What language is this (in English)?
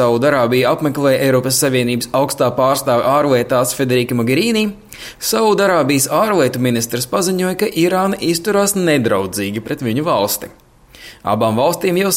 Latvian